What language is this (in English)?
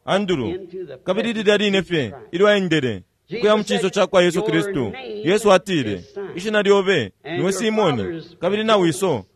Bemba